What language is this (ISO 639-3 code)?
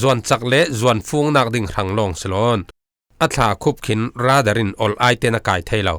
cfm